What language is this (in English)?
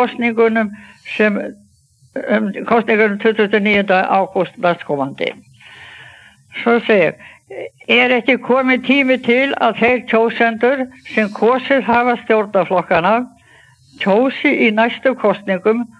Icelandic